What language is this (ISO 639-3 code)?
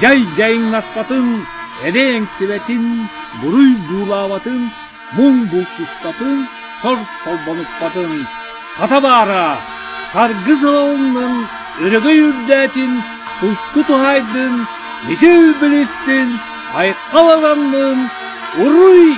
sah